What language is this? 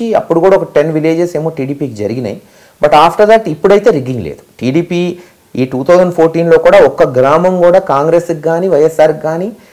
Telugu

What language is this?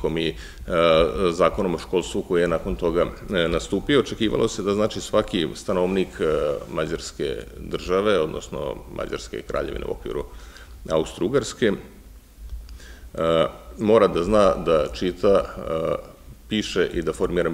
Serbian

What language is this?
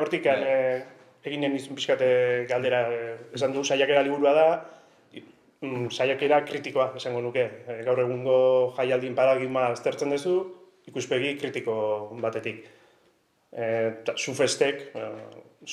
Basque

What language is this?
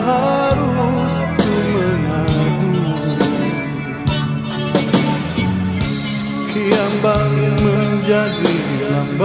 Malay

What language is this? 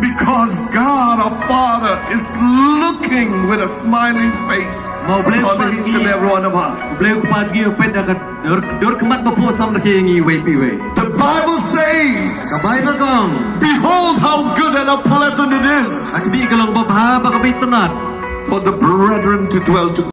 Khasi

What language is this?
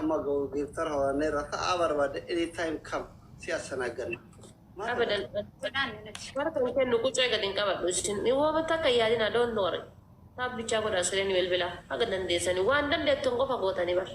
Oromo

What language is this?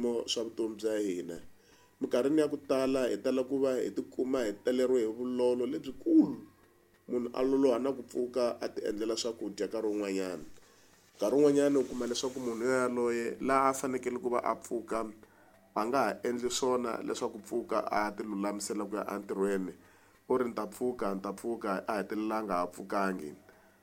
Tsonga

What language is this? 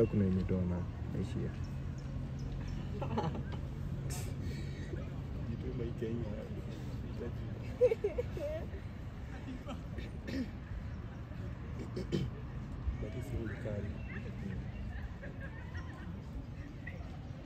Swahili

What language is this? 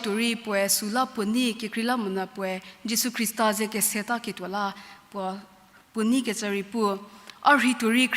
Angami Naga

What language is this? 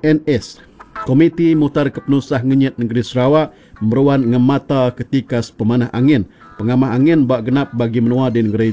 Iban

